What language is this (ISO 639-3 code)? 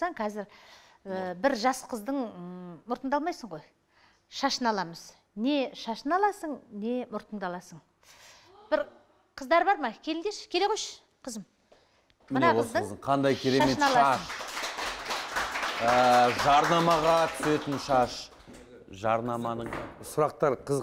kaz